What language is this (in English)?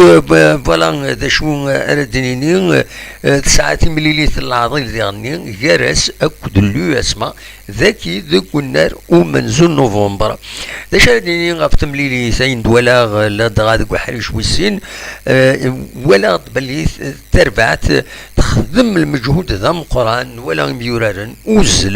Kabyle